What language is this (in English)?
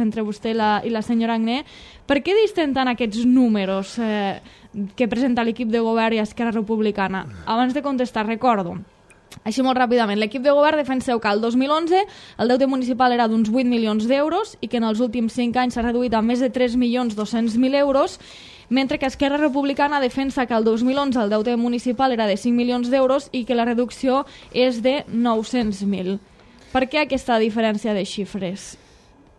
Catalan